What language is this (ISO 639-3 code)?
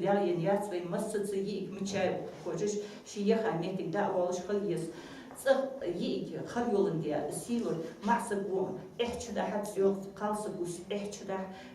inh